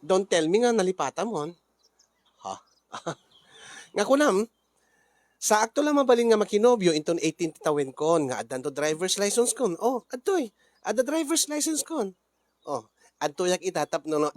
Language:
Iloko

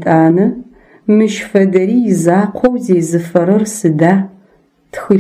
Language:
Adyghe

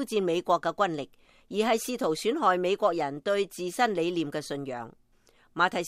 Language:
Cantonese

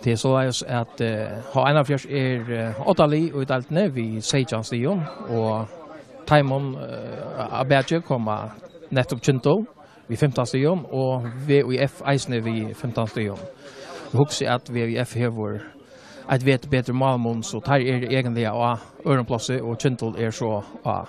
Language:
Faroese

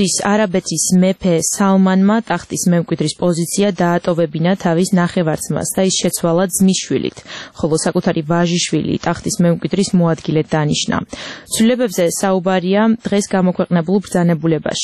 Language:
Georgian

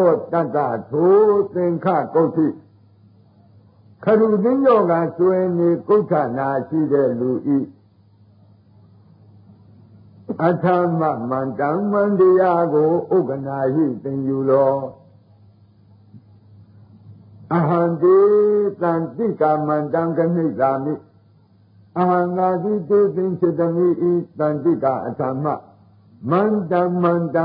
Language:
Burmese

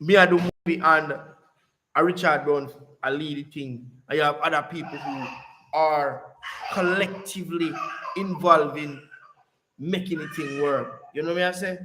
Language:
Jamaican Creole English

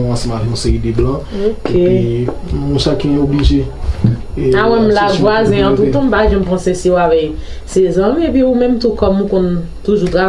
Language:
Haitian Creole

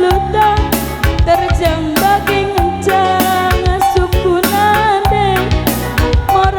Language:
Batak Karo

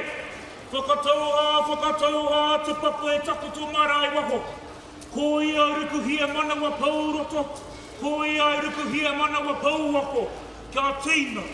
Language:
Māori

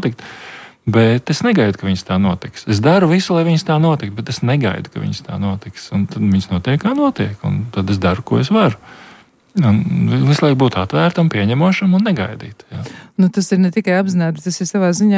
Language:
Latvian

